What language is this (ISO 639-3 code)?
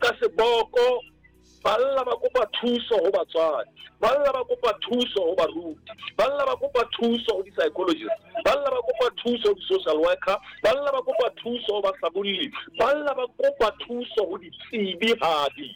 sot